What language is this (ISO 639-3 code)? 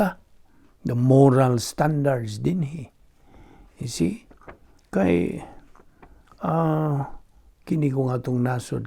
ceb